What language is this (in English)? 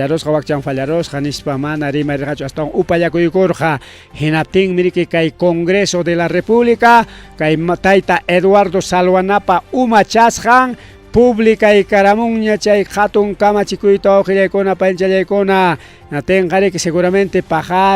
Ayacucho Quechua